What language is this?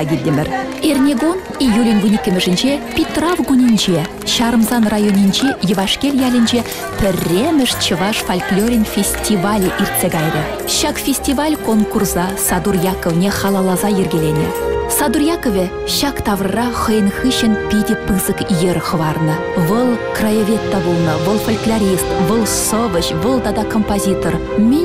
Chuvash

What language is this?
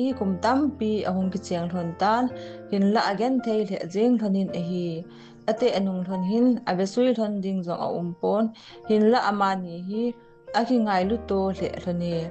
Thado Chin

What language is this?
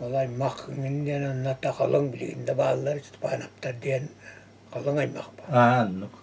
Yakut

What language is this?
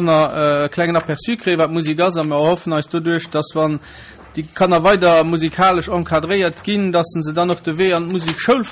Luxembourgish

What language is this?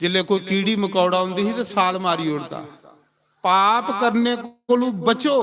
Dogri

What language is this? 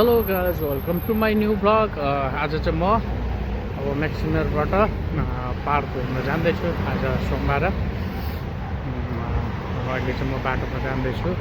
Nepali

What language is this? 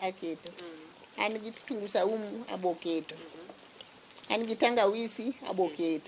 Luo (Kenya and Tanzania)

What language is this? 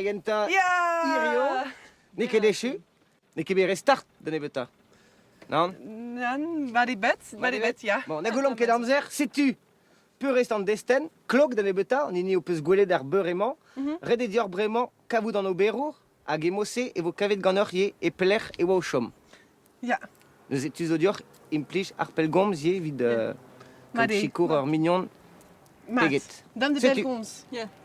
Breton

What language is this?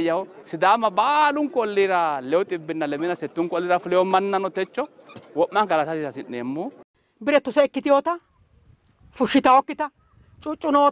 Sidamo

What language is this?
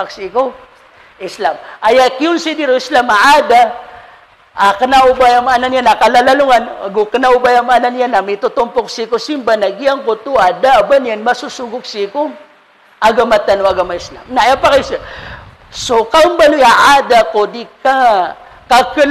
Maranao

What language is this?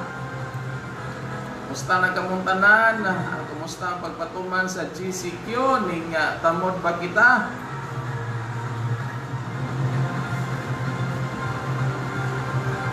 Cebuano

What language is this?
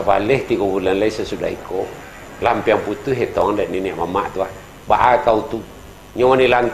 Minangkabau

